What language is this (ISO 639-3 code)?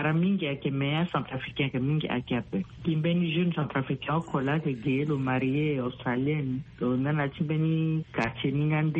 sag